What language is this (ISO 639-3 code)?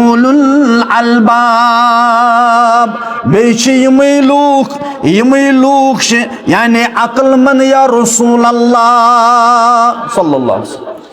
kas